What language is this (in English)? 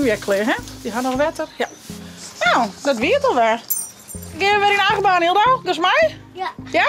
Western Frisian